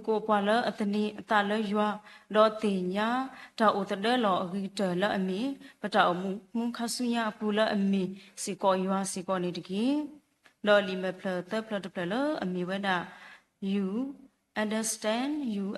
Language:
S'gaw Karen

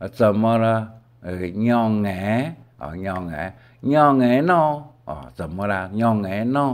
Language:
Hakka Chinese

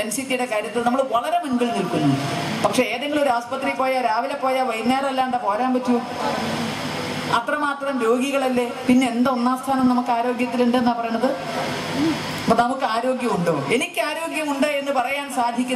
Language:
Malayalam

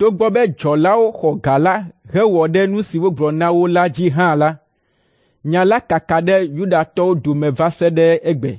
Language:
Ewe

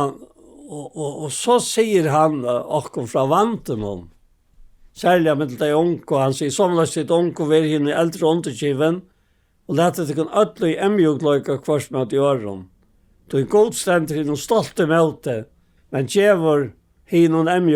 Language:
Faroese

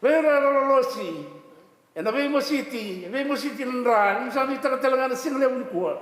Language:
Fijian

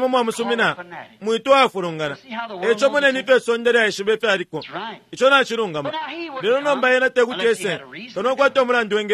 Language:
Bemba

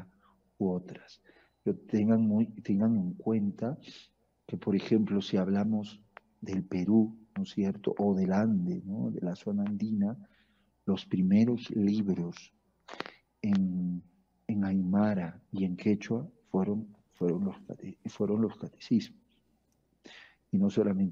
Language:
Spanish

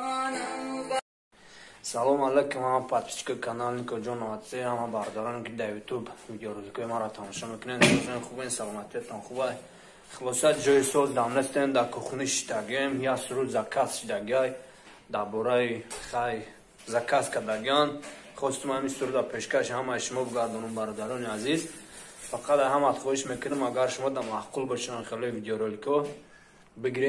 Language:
Tajik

